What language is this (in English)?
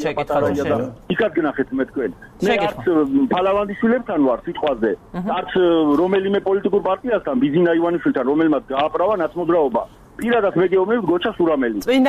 Georgian